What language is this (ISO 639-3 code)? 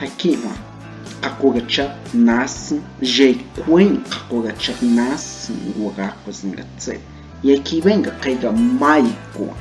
kog